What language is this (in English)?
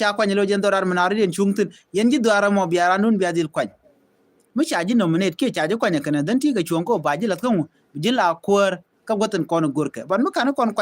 Nuer